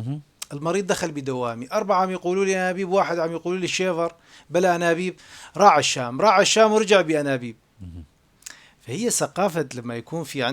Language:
North Levantine Arabic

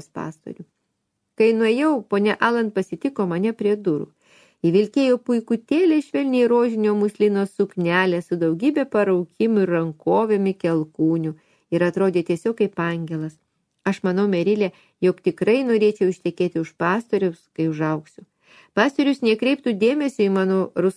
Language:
Lithuanian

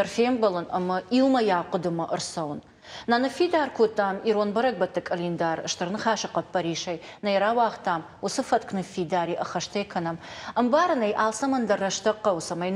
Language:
Ossetic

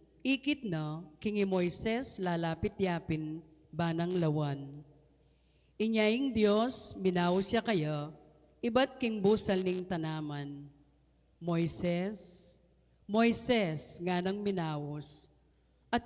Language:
Pampanga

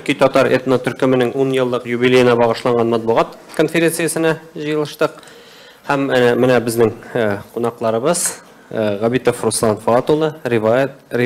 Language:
Tatar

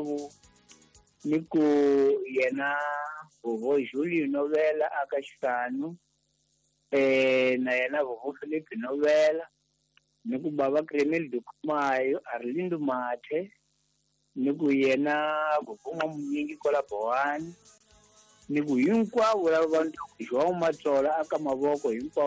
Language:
Tsonga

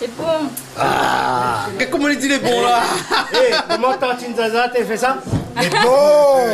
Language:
Réunion Creole French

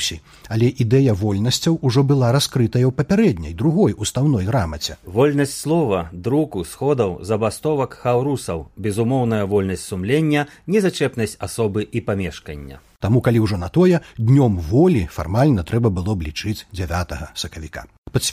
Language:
Belarusian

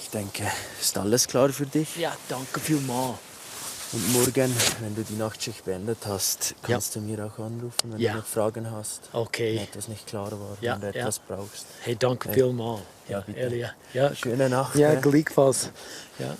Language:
Swiss German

